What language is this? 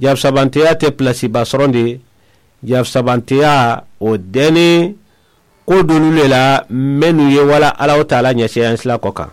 Mandingo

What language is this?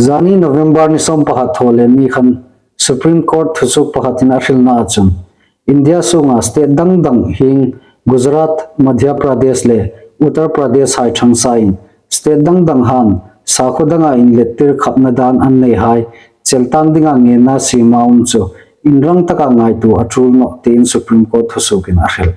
Hmar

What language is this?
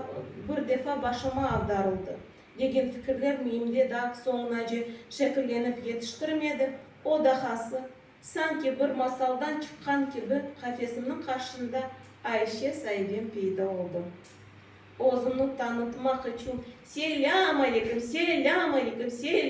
Crimean Tatar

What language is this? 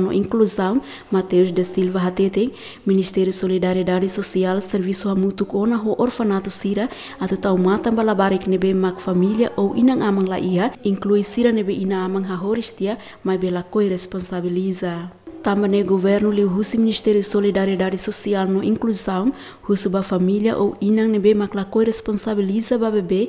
Tetum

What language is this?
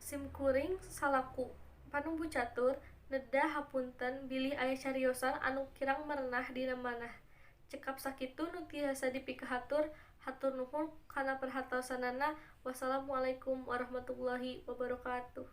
Sundanese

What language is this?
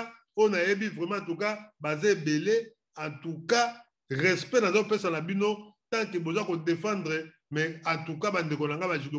Lingala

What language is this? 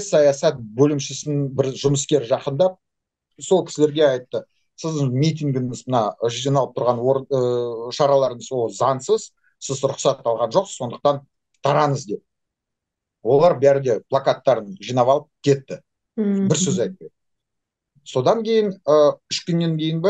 Kazakh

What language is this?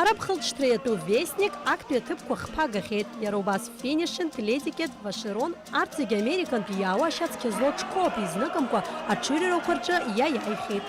Abkhazian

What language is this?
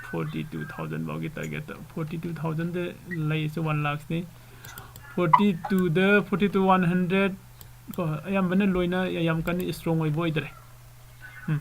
Manipuri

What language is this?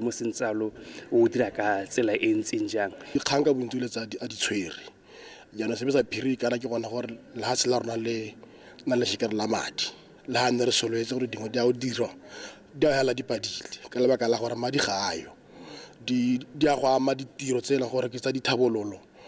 Tswana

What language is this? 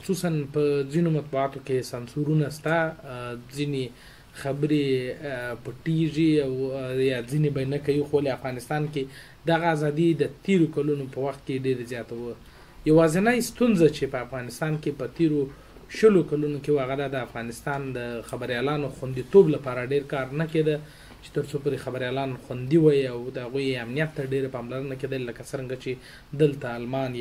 Pashto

